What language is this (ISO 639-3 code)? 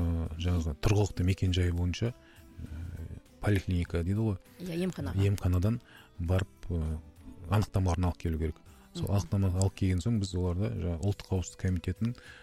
kaz